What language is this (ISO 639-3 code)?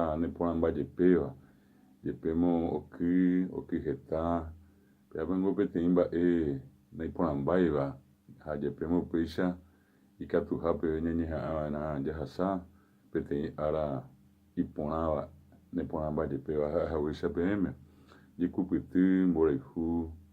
grn